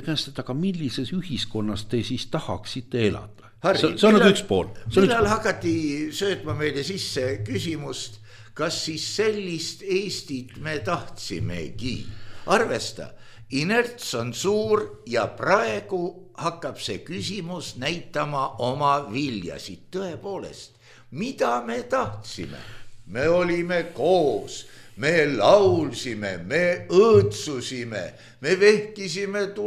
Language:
Estonian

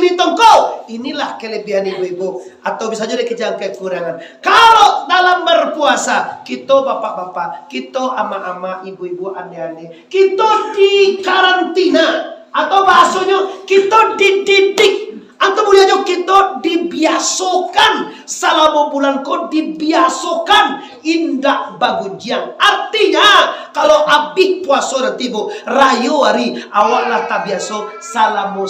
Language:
Minangkabau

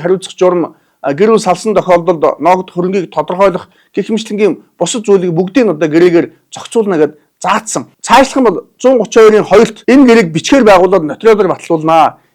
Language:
Mongolian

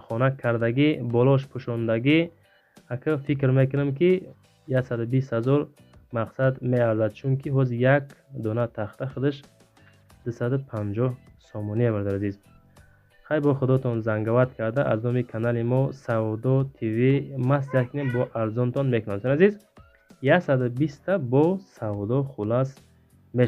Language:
Tajik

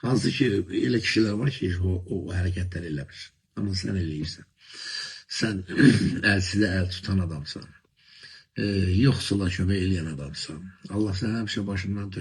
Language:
Azerbaijani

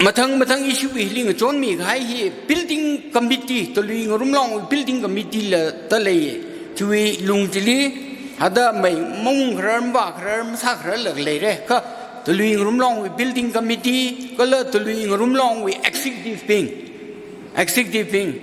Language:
Tangkhul Naga (India)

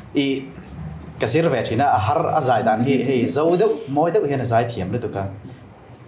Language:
Vietnamese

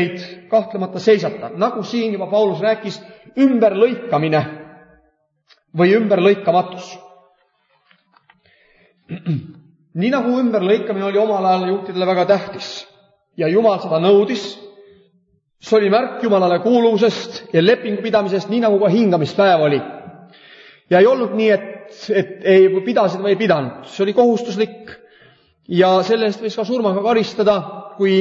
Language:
Estonian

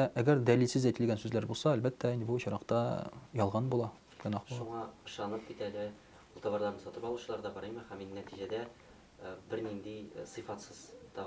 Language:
Tatar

